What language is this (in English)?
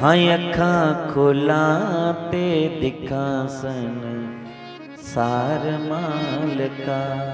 Dogri